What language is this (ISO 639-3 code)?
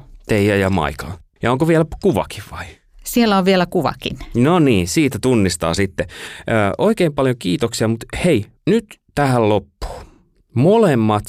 fin